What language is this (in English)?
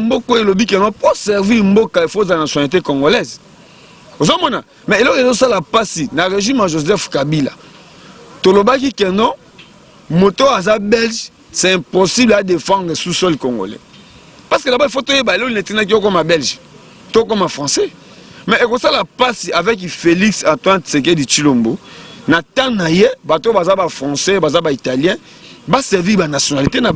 Lingala